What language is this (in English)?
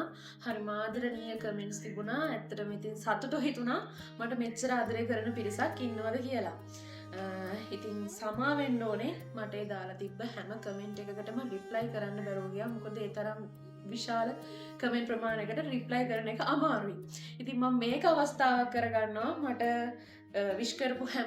Sinhala